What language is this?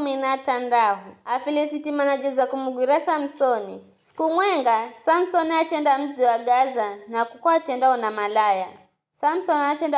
Giryama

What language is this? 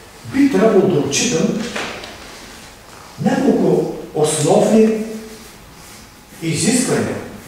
Bulgarian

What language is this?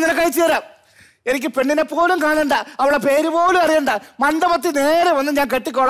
Malayalam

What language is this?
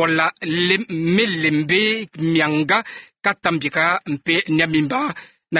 Kituba (Democratic Republic of Congo)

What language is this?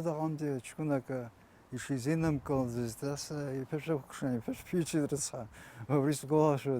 Abkhazian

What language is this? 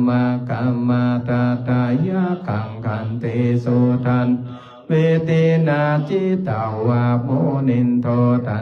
Pali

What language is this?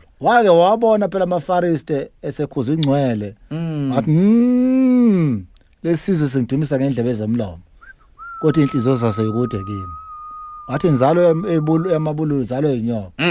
Zulu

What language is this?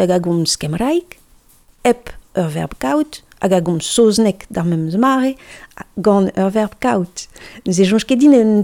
Breton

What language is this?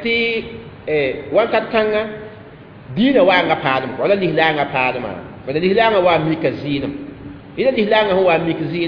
Mossi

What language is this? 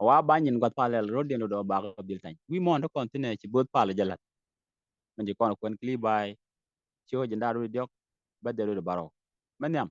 Nuer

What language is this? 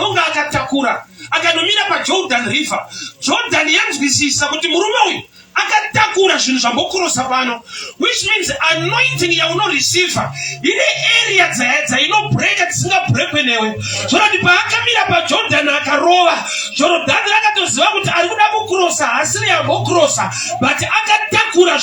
Shona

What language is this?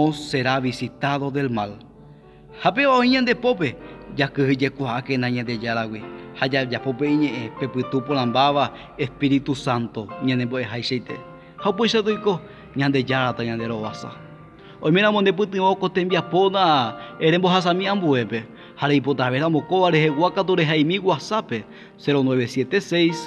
Guarani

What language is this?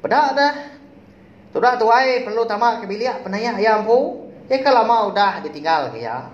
Iban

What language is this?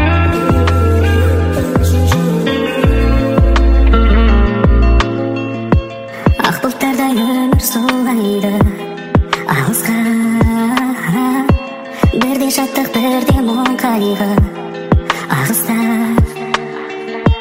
Kazakh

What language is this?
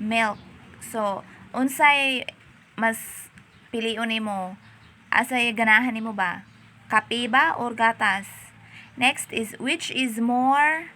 Cebuano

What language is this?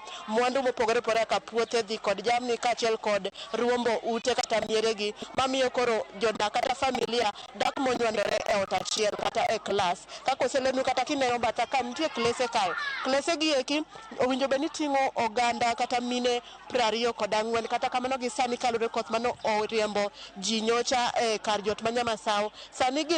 Luo (Kenya and Tanzania)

